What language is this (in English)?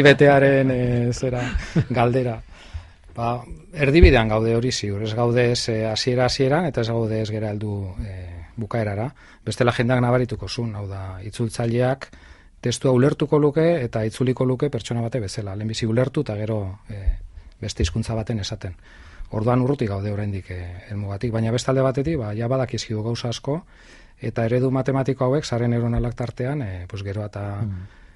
Basque